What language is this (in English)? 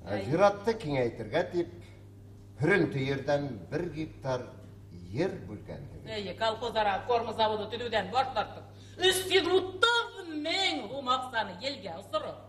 Bashkir